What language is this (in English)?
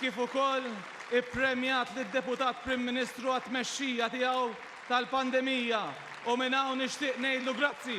Maltese